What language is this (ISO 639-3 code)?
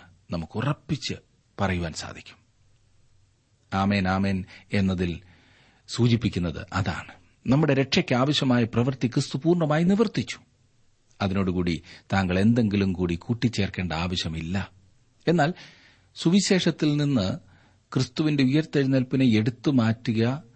mal